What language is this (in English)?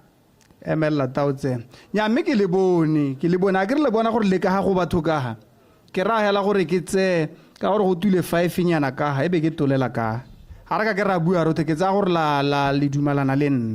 Tswana